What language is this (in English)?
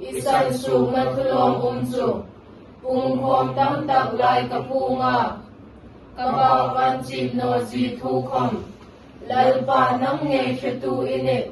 Hmar